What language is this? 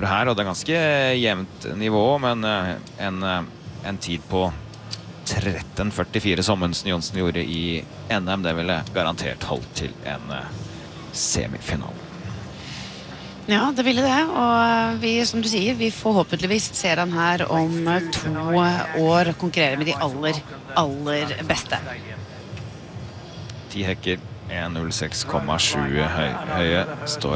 Norwegian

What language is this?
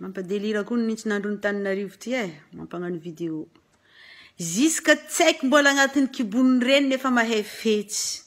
Malagasy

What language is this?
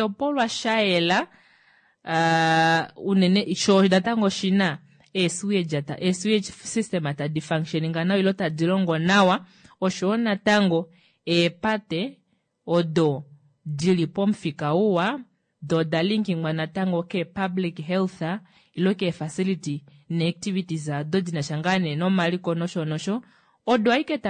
Kuanyama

